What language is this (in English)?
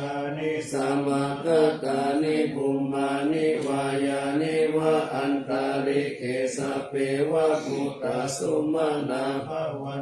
Pali